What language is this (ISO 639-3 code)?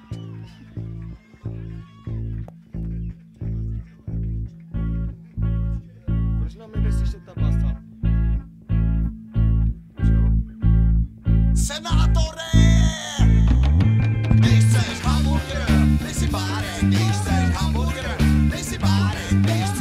ces